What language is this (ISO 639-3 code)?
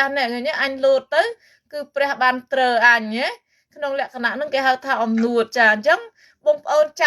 khm